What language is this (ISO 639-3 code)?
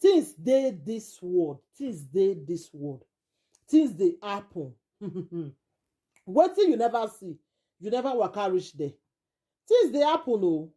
pcm